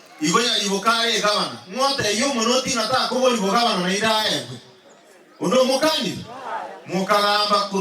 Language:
Gusii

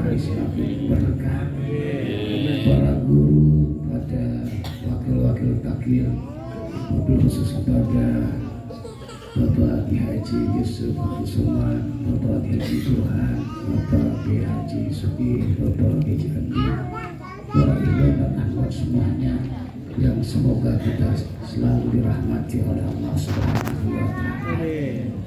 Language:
Indonesian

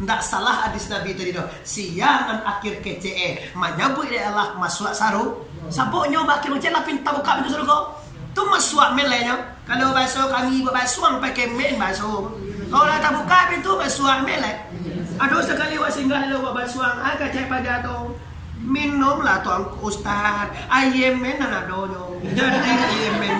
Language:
Minangkabau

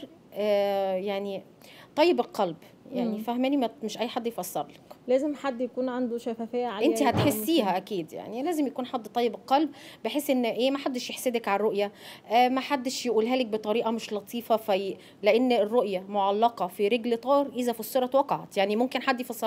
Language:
Egyptian Arabic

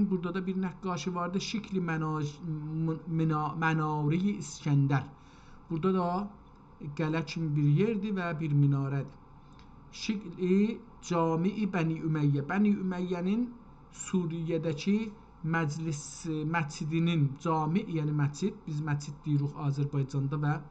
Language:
South Azerbaijani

